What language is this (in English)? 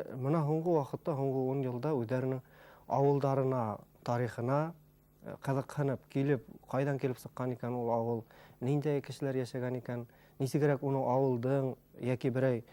Bashkir